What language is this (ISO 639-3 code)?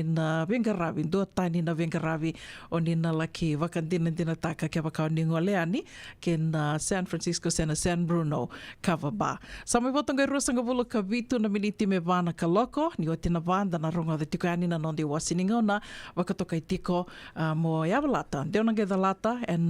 fij